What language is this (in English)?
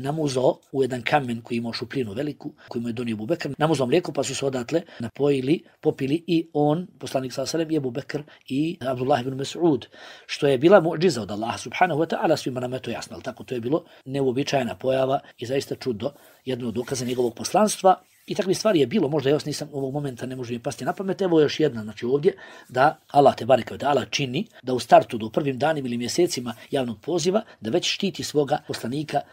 Bosnian